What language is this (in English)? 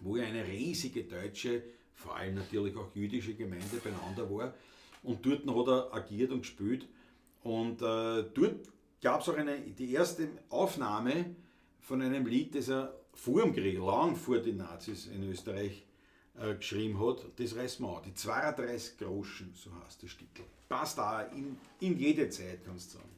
Bavarian